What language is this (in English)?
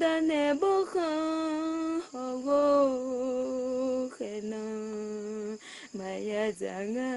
Akha